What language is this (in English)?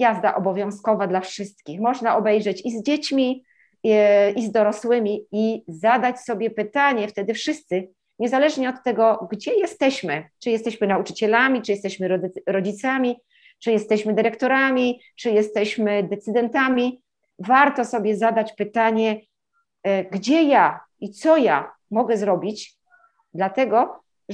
Polish